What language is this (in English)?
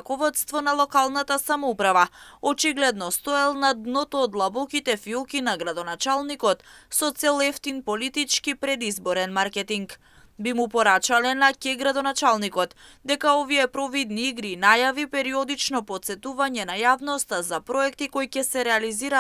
Macedonian